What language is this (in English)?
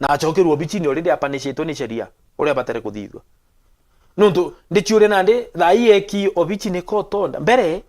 Meru